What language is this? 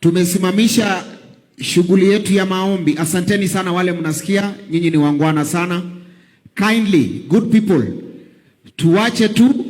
Swahili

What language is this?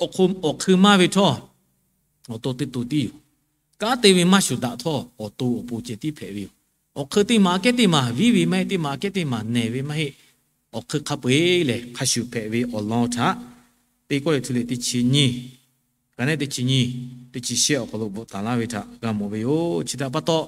Lahu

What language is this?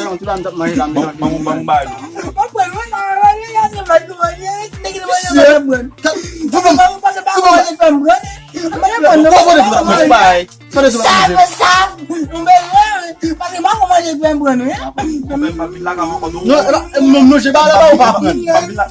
Haitian Creole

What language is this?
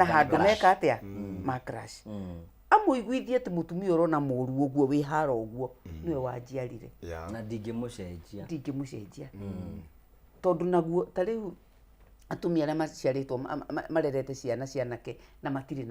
Kikuyu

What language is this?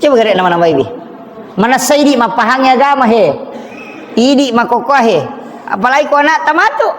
Buginese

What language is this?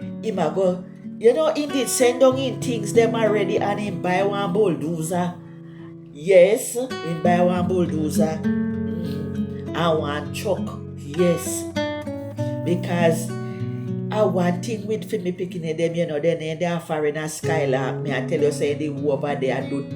Jamaican Creole English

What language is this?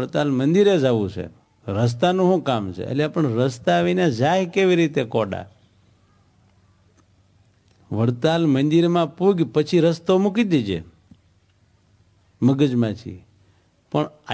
Gujarati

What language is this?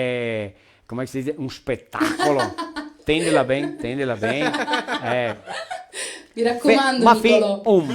Venetian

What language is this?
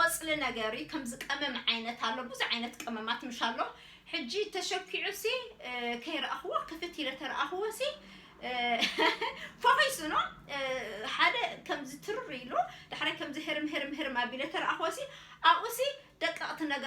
Tigrinya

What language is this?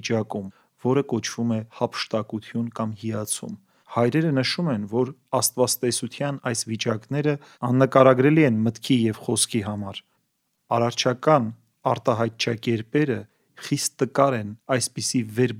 Armenian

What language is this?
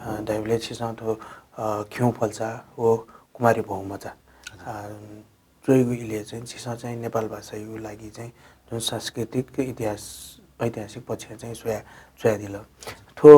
Newari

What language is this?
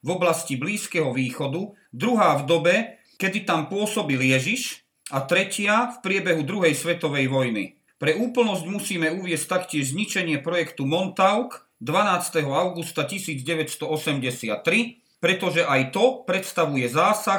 Slovak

